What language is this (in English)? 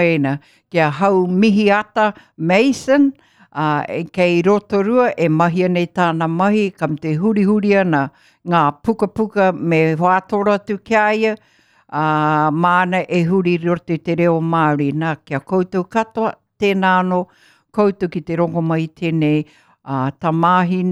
Māori